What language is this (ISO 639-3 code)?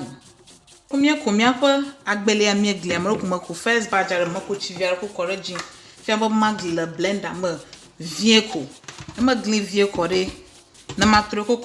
ewe